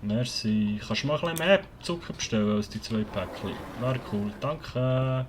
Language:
Swiss German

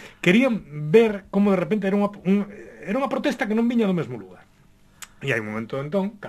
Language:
Galician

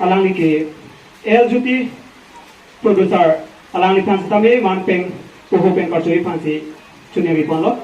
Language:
Karbi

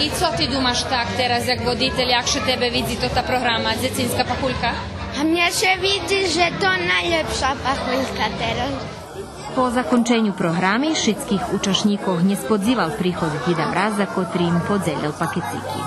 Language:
Rusyn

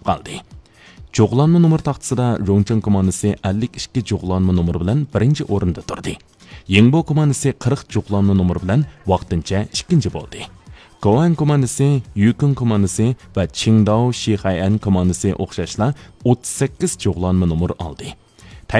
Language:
Uyghur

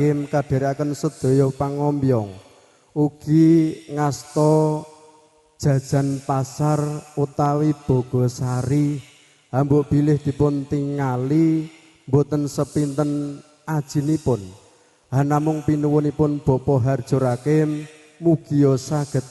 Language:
Javanese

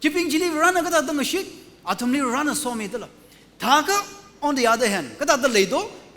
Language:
Tangkhul Naga (India)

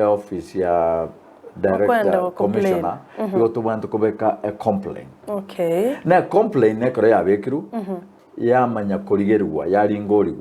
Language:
Gusii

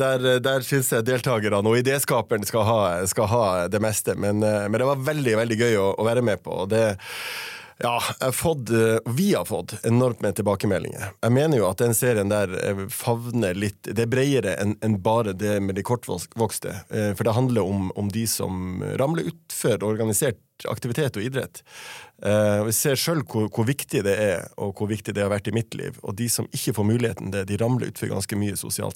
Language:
Norwegian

